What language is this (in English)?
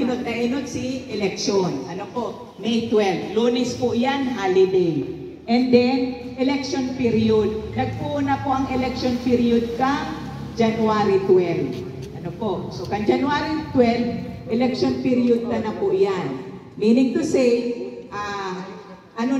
Bikol